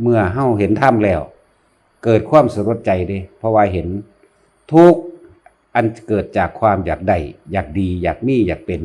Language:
Lao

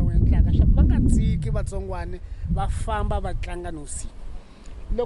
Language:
Tsonga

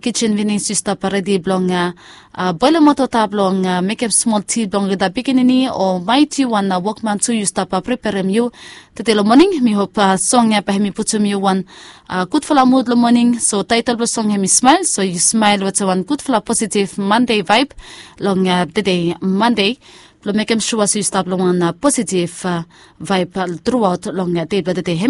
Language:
Bislama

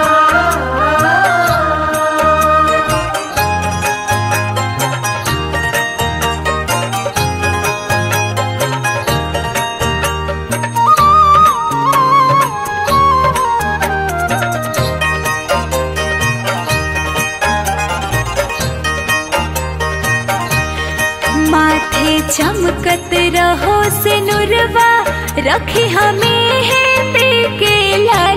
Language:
Bhojpuri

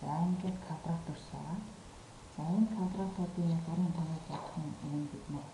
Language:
Mongolian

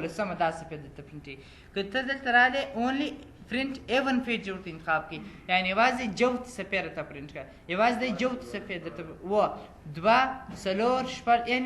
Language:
Pashto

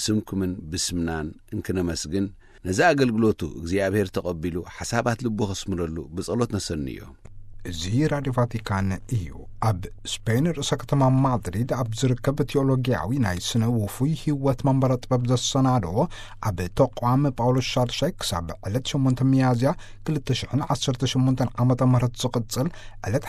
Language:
Tigrinya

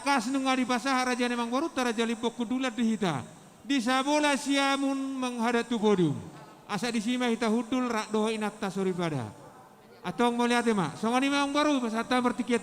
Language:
Batak Toba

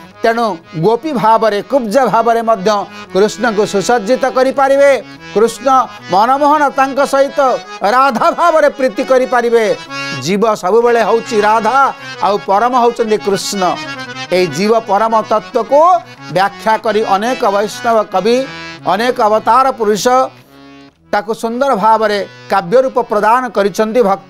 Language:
Odia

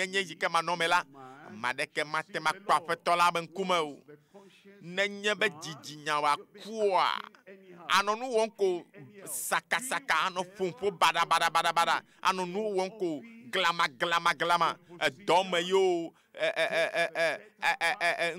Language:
Ewe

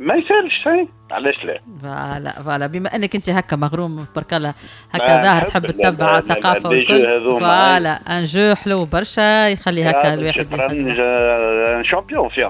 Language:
Tunisian Arabic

